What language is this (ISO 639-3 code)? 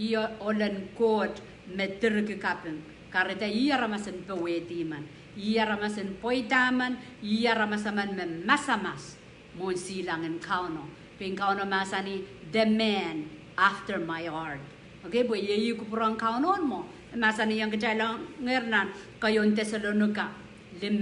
pon